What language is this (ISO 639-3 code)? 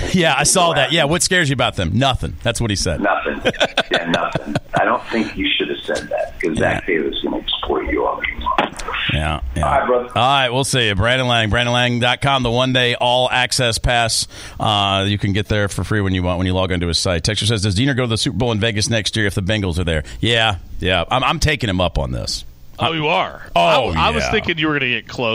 eng